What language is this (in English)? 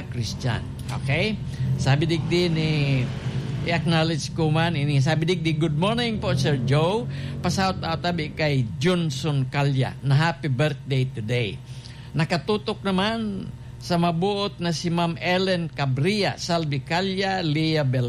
Bikol